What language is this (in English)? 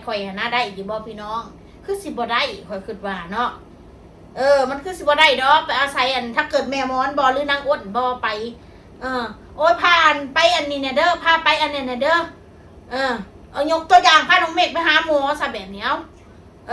Northeastern Thai